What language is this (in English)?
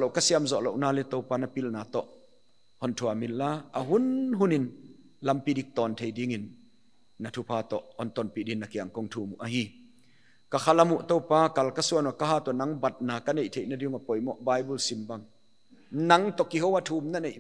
Paite Chin